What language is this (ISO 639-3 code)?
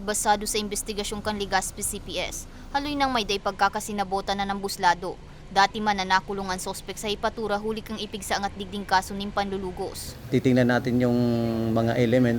bik